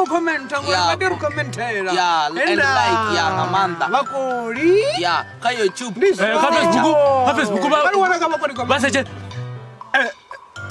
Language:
Venda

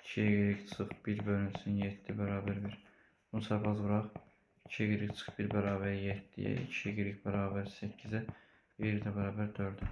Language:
Azerbaijani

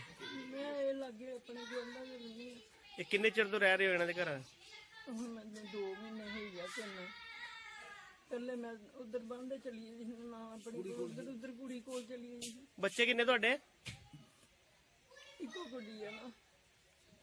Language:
Punjabi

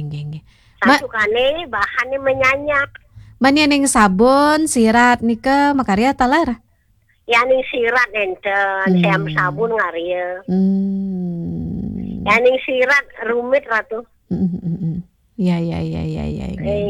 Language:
Balinese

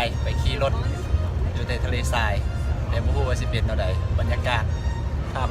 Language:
Lao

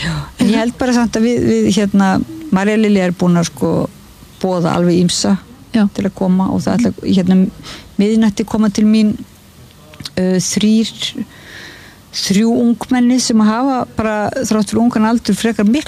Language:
Icelandic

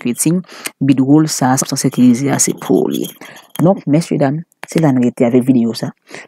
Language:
Haitian Creole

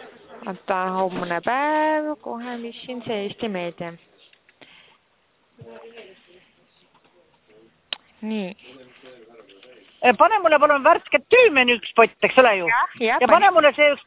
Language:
Estonian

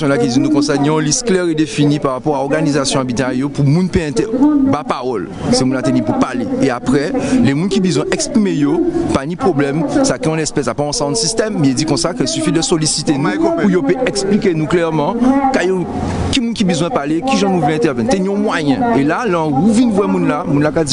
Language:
Guadeloupean Creole French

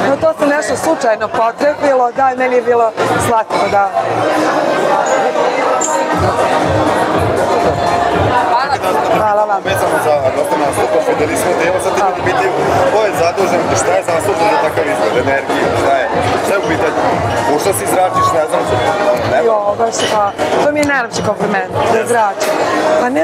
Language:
Serbian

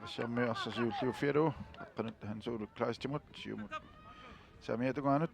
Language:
Kalaallisut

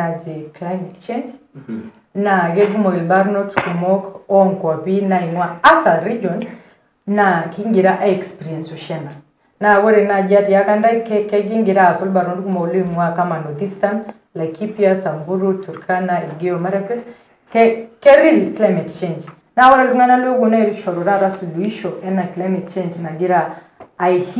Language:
Masai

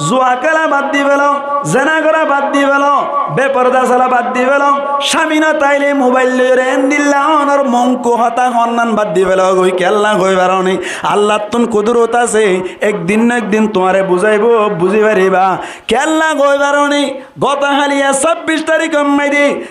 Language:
Rohingya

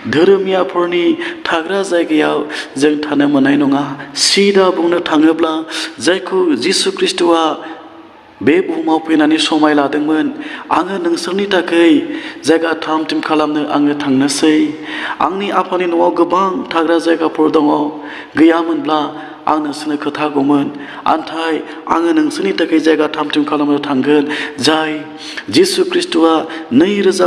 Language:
Bodo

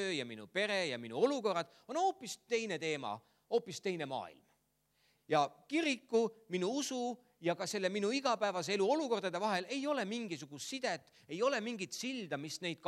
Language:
Estonian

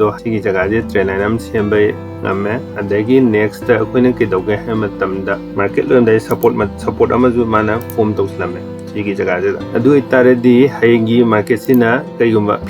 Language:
Manipuri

